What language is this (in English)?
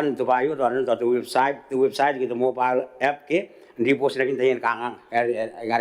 Gilbertese